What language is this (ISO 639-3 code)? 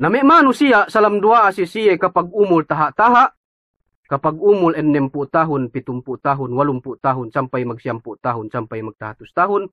yka